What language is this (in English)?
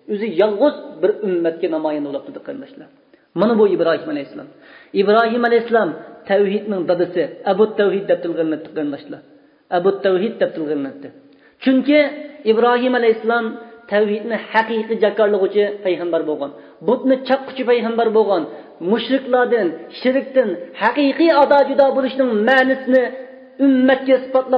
Uyghur